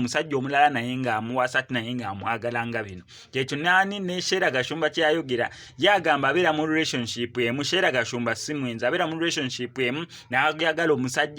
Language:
Ganda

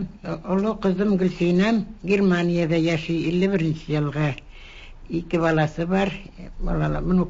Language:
Tatar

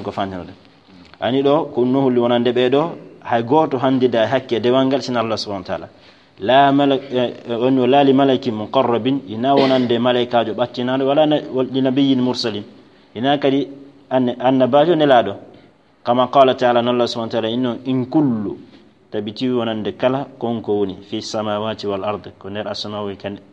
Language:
Fula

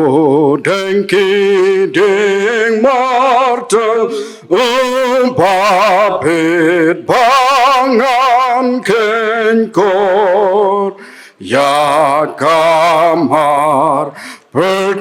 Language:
Khasi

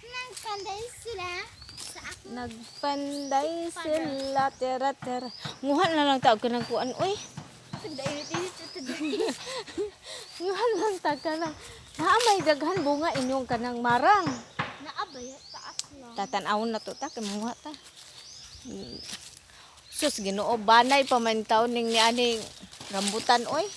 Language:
Cebuano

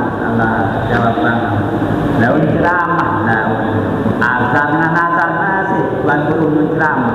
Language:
Sasak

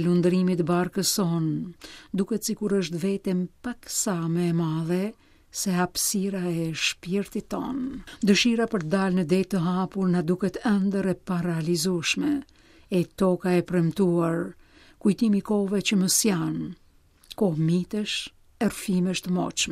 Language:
Albanian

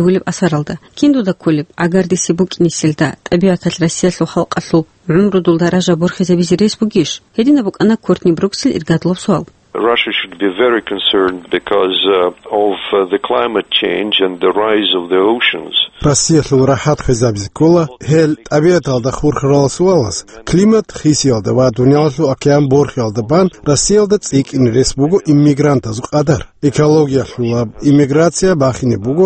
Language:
Avaric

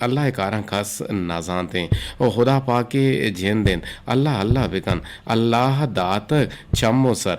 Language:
Eastern Balochi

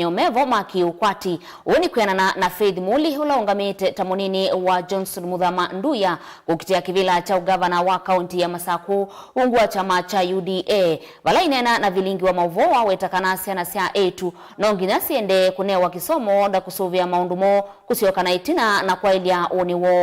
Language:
Kamba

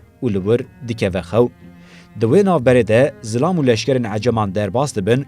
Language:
Kurdish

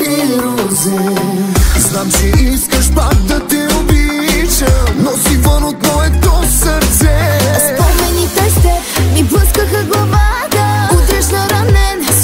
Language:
Bulgarian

